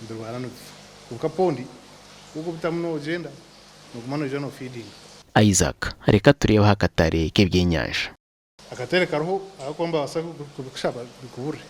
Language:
Nyankole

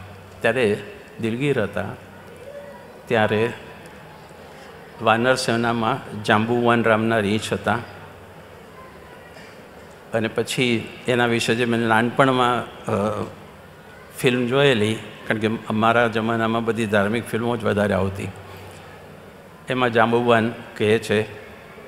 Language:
Gujarati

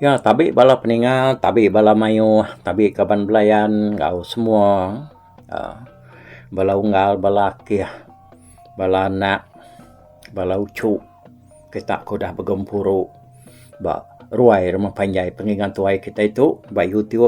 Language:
Iban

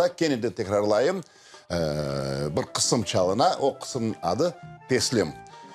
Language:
Crimean Tatar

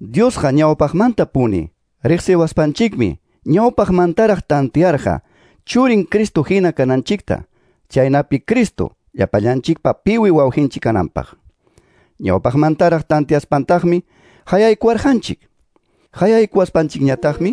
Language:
Quechua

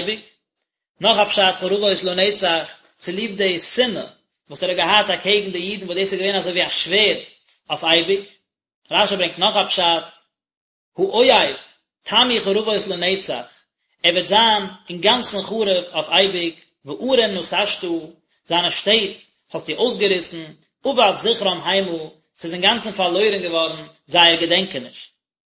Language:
Yiddish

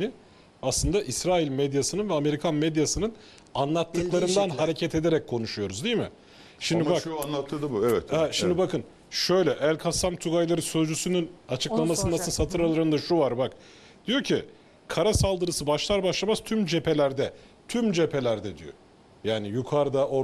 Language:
Turkish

